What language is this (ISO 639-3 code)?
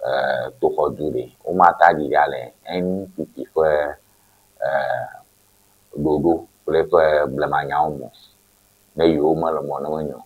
ewe